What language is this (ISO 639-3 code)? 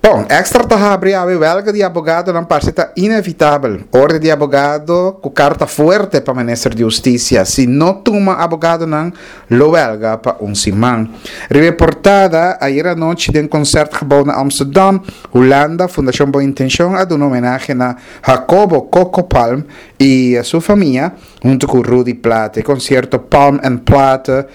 pap